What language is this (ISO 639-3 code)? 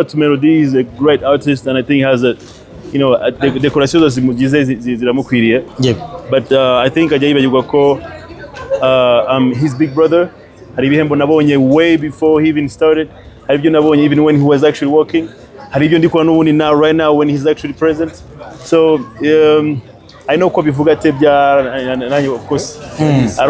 kin